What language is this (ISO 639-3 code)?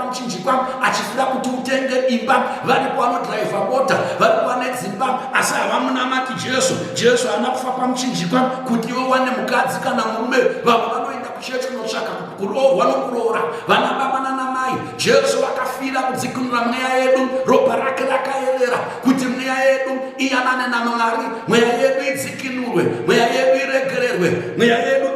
sna